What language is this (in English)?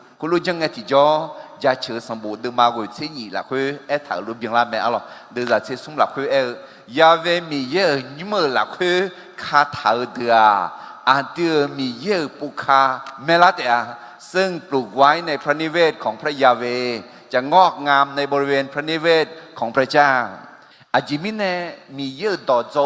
Akha